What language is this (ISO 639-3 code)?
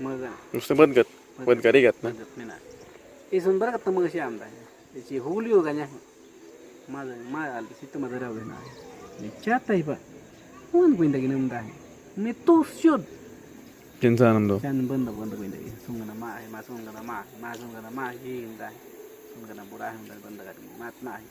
kwi